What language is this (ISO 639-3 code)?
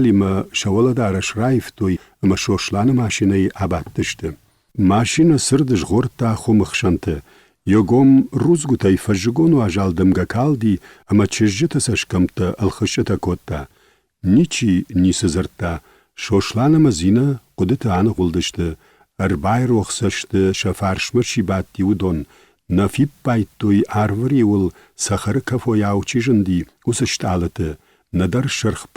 oss